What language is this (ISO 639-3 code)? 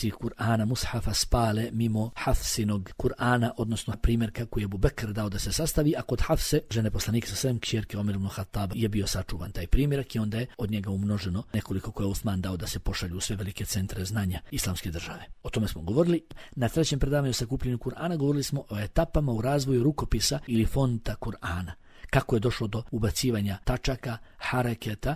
bos